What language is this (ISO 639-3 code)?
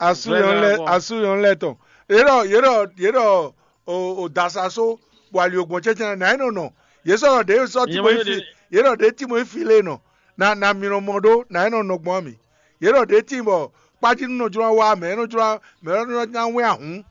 fon